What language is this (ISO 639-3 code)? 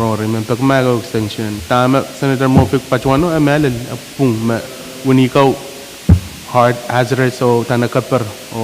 pon